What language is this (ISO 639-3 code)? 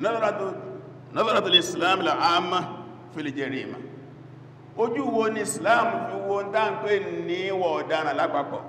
yor